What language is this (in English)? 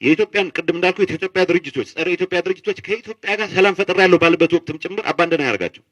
Amharic